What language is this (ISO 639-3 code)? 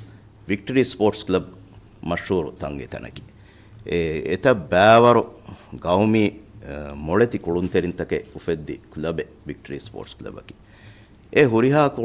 div